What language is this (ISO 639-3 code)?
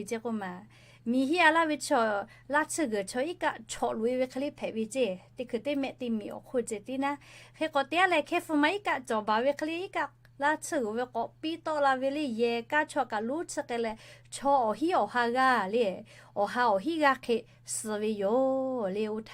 lhu